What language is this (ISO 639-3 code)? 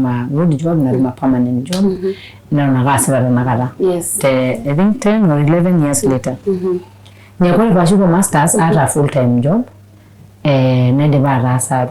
mas